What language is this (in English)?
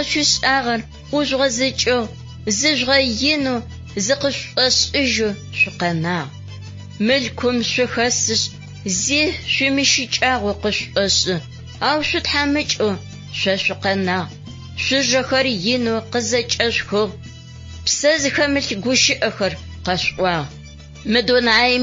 Adyghe